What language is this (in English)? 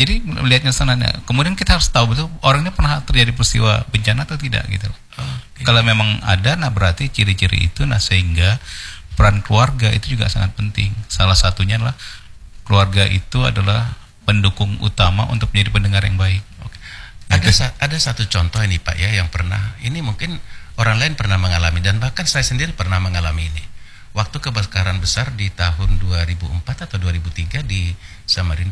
Indonesian